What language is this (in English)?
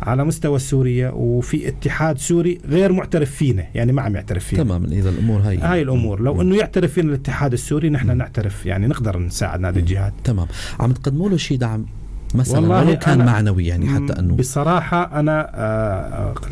North Levantine Arabic